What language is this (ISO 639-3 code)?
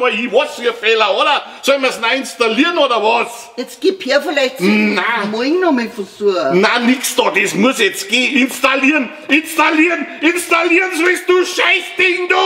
bar